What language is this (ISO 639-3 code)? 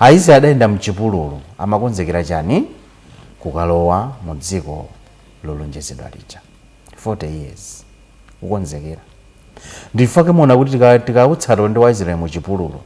nya